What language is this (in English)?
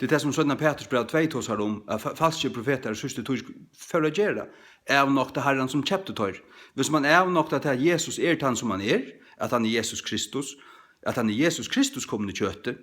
Faroese